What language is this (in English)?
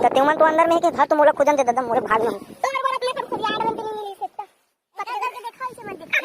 Chhattisgarhi